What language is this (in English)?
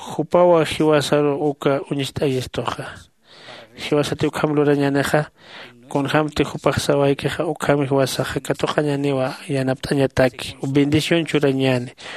Aymara